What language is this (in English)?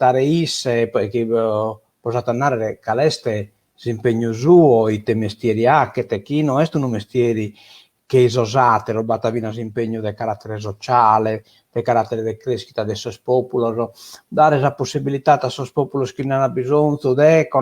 Sardinian